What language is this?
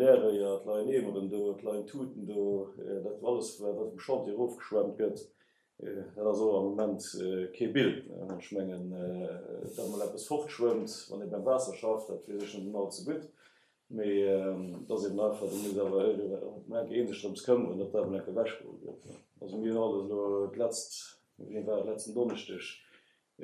Luxembourgish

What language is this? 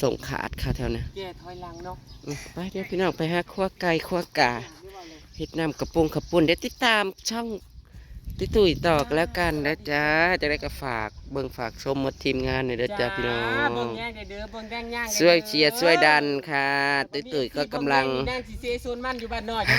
Northeastern Thai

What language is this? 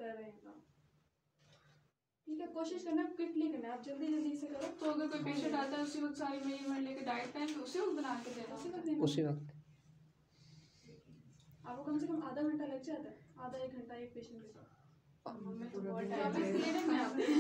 Hindi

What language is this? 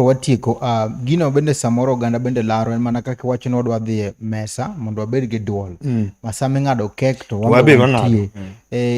Luo (Kenya and Tanzania)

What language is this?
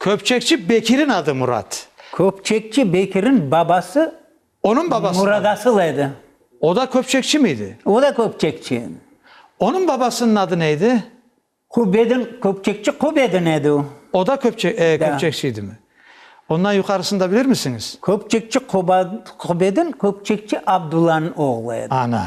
Crimean Tatar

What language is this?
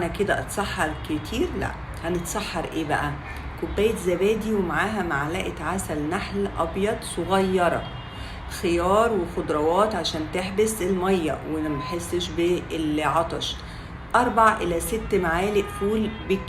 Egyptian Arabic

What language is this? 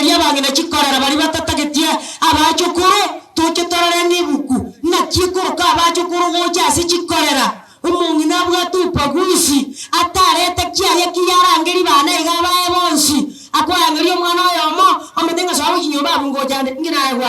Gusii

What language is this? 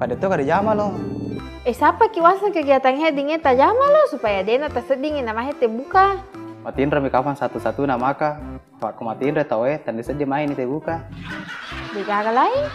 Buginese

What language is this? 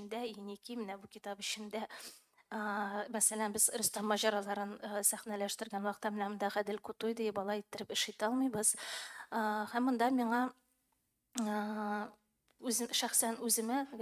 Tatar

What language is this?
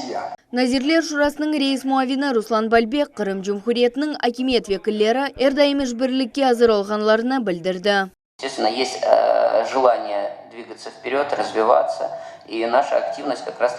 Crimean Tatar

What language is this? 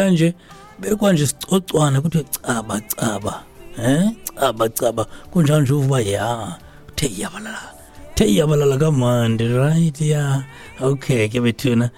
Xhosa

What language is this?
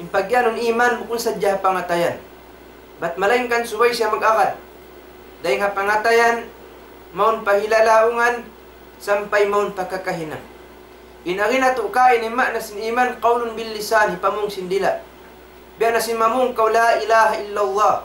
Tausug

